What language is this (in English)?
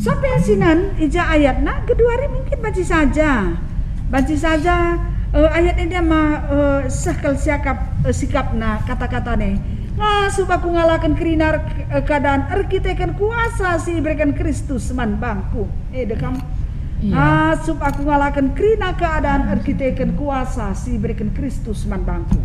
Batak Karo